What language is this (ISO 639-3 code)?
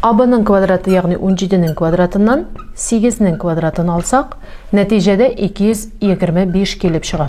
tat